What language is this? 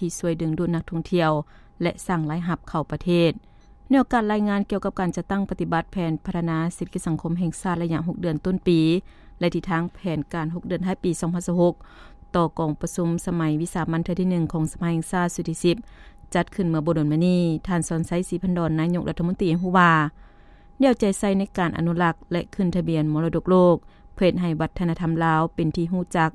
Lao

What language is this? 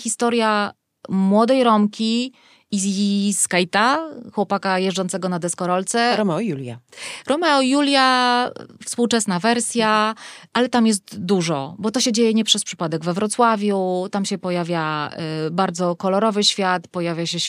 Polish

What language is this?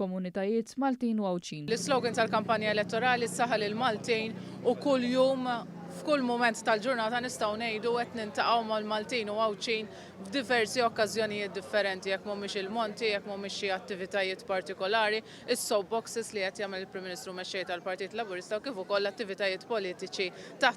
Maltese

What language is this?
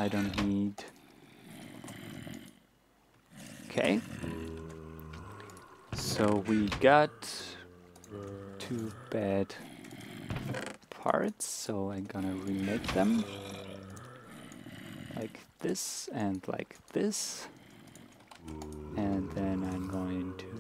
English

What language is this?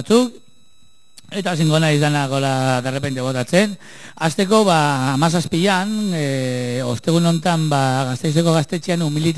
Basque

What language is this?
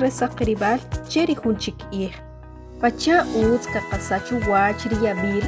Achi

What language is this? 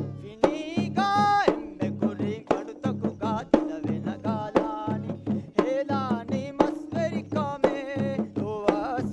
Divehi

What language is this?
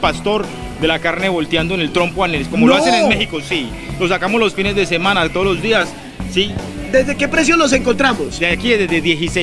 Spanish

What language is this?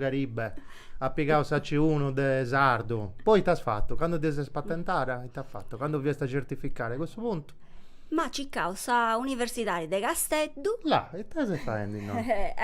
Sardinian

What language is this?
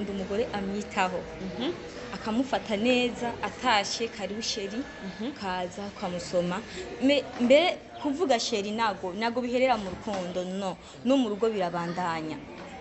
Rundi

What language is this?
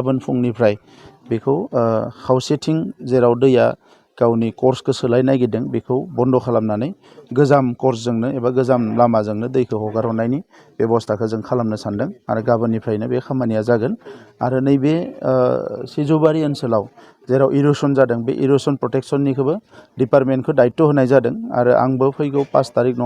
Bodo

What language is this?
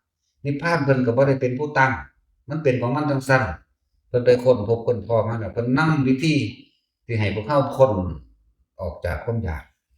Northeastern Thai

